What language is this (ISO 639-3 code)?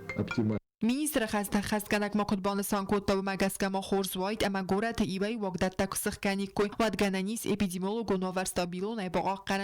oss